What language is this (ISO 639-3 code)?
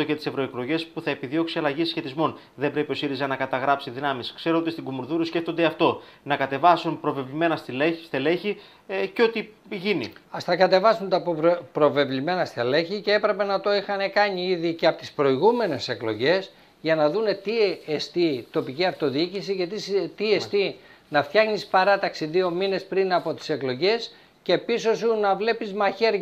ell